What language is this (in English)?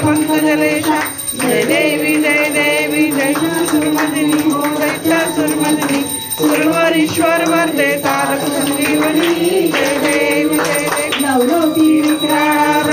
Marathi